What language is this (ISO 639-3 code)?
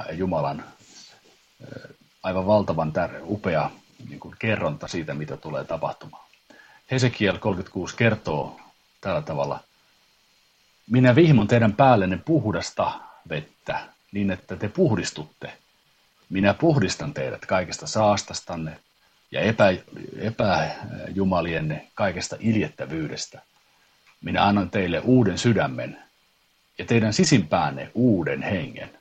fin